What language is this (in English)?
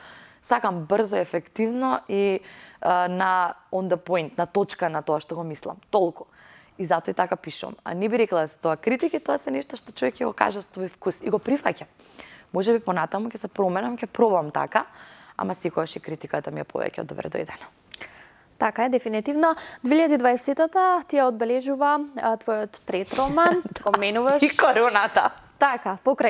Macedonian